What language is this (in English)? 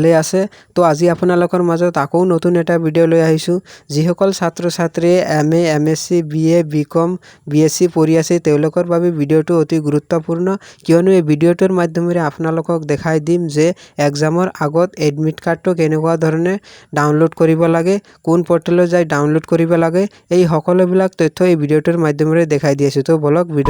Assamese